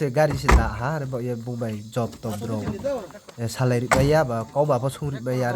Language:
Riang (India)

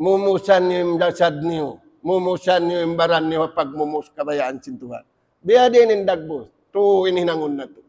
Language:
Tausug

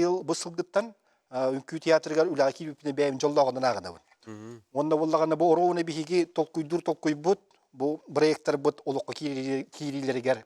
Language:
Yakut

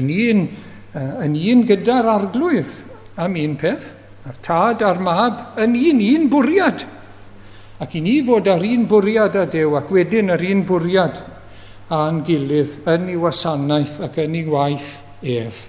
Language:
Welsh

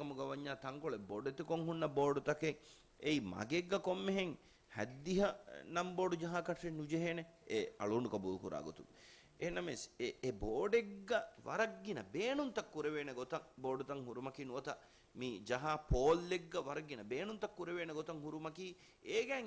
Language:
Divehi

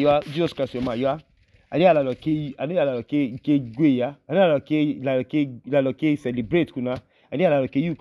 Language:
Idoma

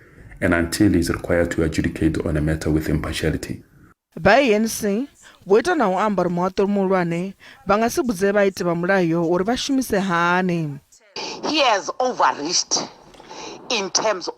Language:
Venda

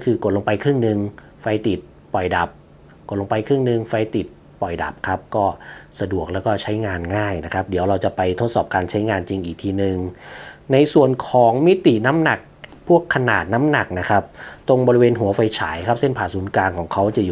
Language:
Thai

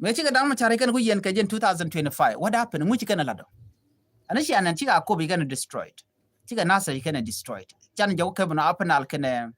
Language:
Nuer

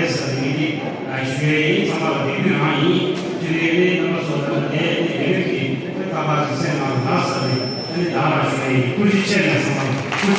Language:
Tibetan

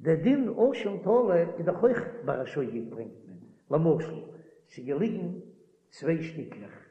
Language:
Yiddish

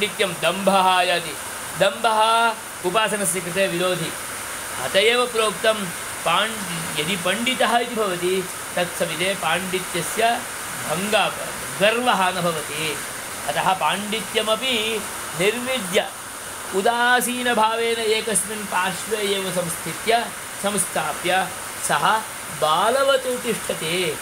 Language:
Sanskrit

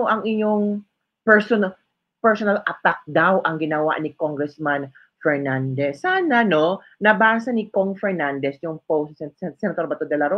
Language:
Filipino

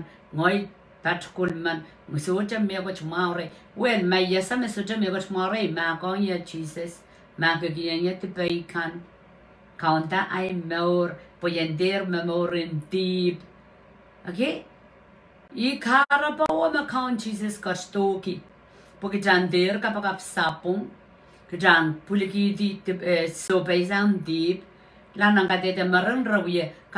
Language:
Pohnpeian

